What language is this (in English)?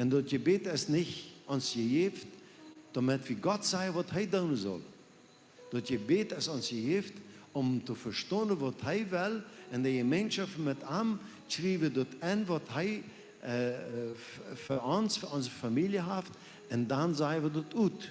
Plautdietsch